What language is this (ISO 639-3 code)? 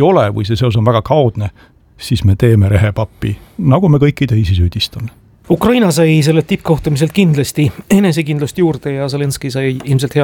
est